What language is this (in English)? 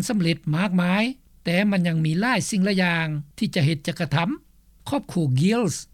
Lao